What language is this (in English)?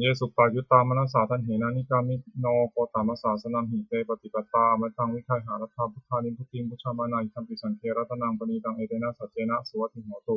Pali